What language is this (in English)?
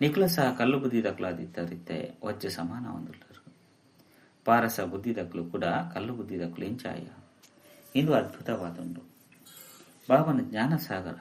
Tulu